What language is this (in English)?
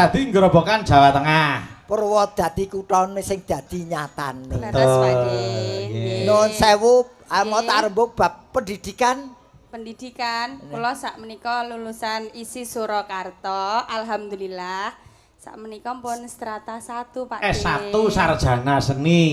Javanese